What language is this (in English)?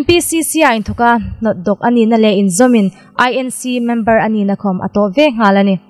Hmar